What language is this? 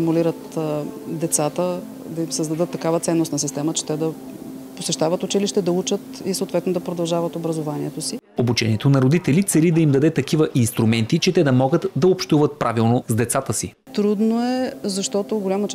Bulgarian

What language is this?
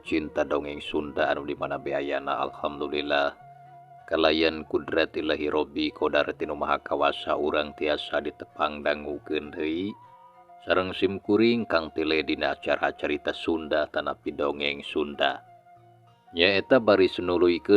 Sundanese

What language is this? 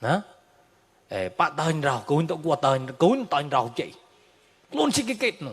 Mon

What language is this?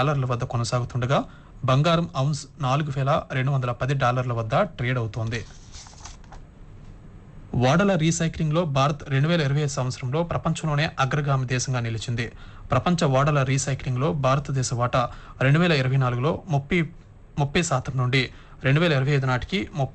Telugu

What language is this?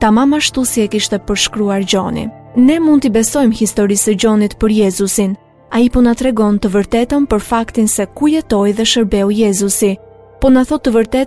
Albanian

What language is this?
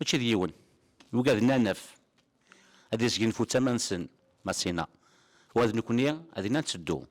Kabyle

